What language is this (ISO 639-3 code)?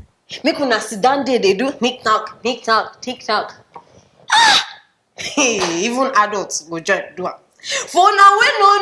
pcm